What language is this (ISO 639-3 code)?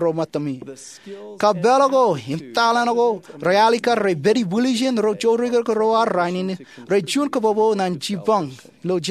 mah